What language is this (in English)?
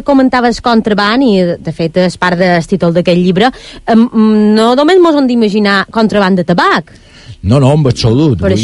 Catalan